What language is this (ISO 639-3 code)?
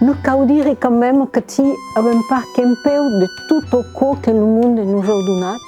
oci